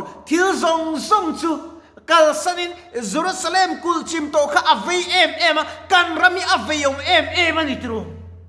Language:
Mizo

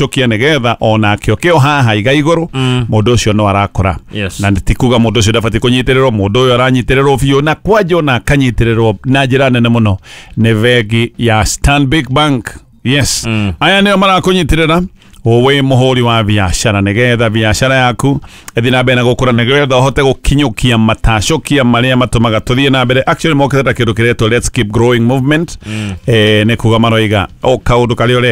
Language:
Kikuyu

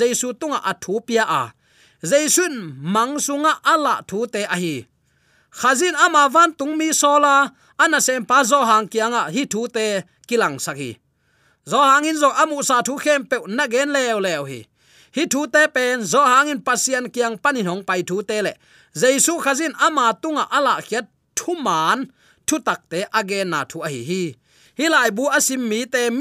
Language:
Tedim Chin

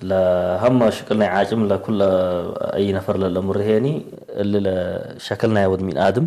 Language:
Tigre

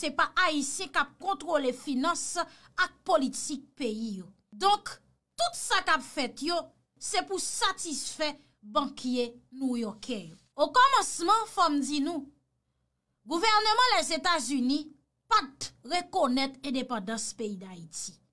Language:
Haitian Creole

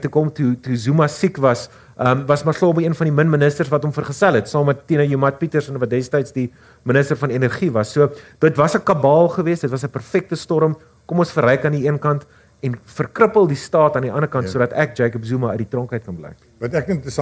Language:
Afrikaans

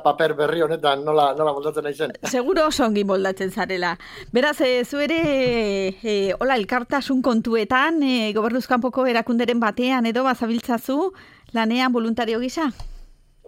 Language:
Basque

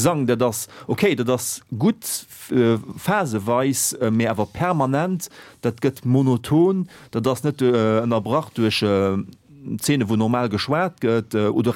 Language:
Luxembourgish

